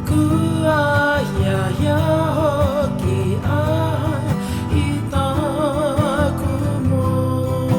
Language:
Māori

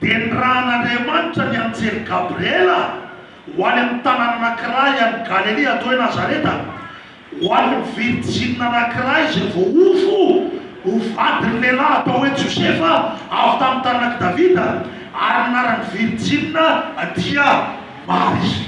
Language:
Malagasy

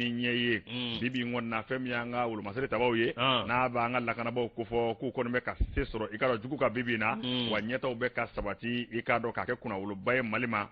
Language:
Bambara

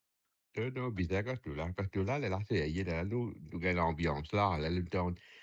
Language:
Morisyen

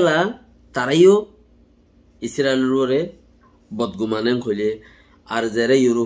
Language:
Rohingya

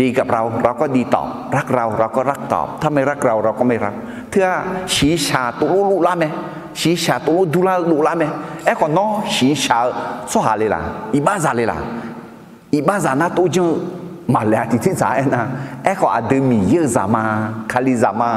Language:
Akha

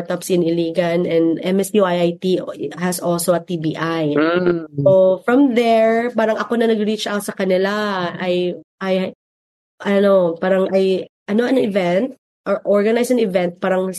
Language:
Filipino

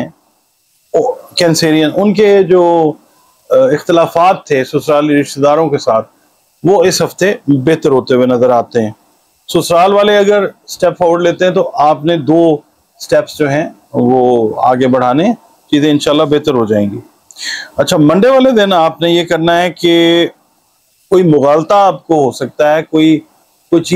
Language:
Urdu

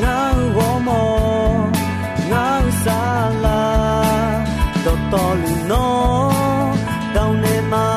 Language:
Akha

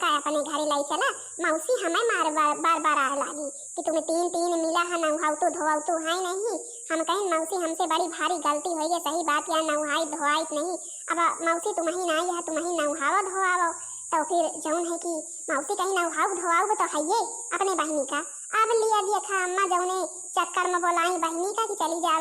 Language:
Awadhi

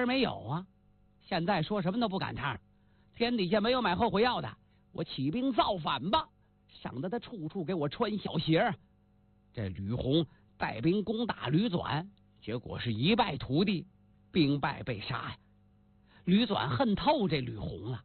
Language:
Chinese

